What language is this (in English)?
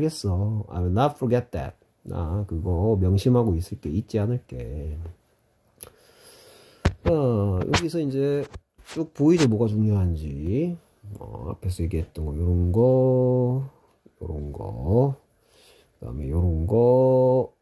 Korean